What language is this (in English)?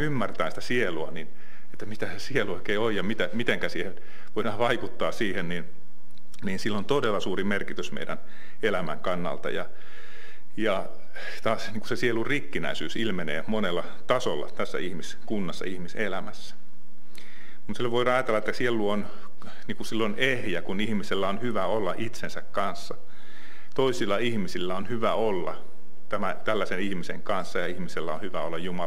Finnish